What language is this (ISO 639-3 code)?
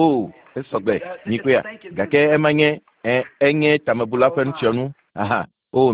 ewe